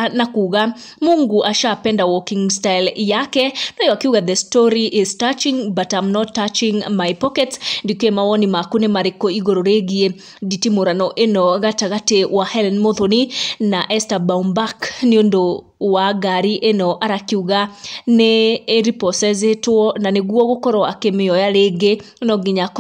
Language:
Kikuyu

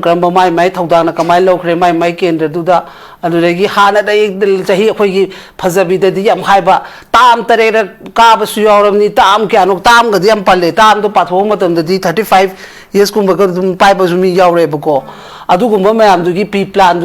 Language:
Manipuri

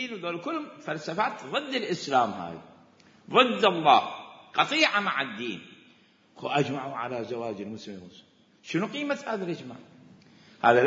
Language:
Mesopotamian Arabic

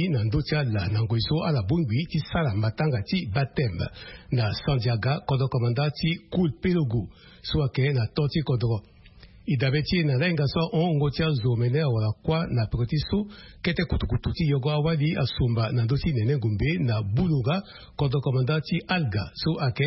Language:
Sango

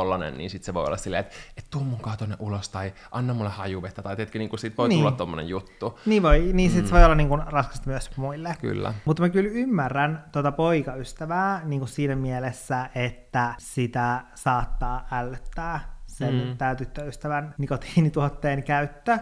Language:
Finnish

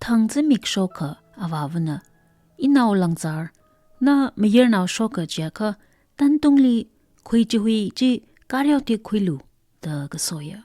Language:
Tangkhul Naga (India)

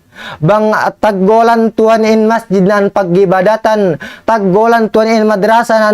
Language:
Tausug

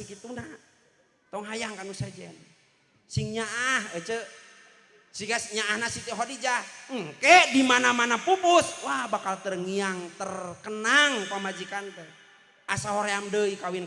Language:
Sundanese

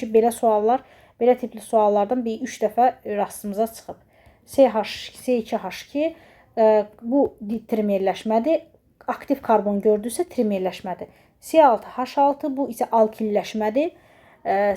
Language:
Azerbaijani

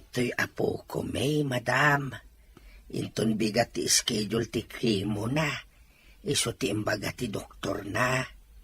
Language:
Iloko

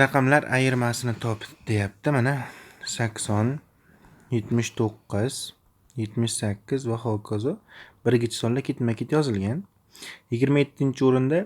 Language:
Uzbek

